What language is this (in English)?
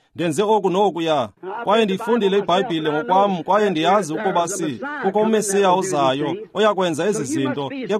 Xhosa